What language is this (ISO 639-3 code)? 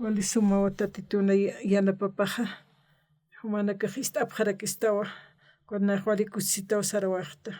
aym